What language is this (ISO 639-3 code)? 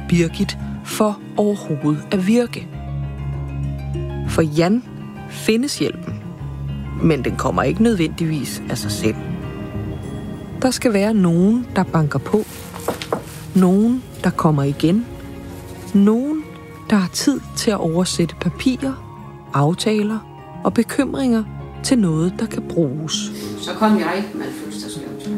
dan